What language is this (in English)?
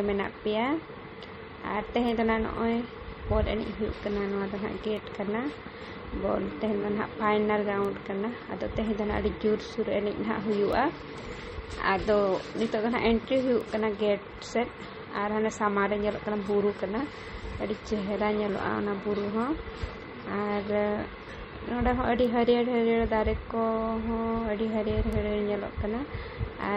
Santali